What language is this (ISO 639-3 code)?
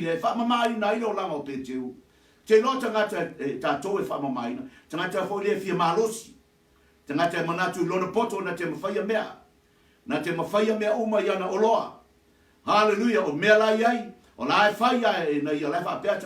smo